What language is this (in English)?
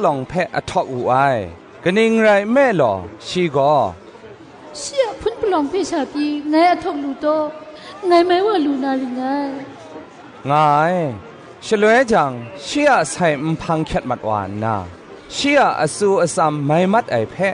Kachin